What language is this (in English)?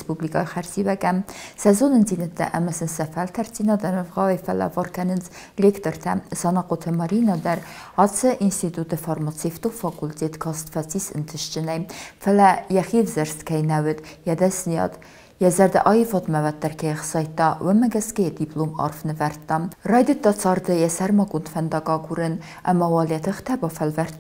Ossetic